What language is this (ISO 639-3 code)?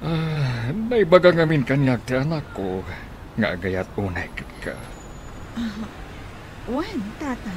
ilo